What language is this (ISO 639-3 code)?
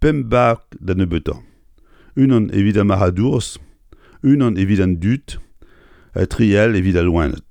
bre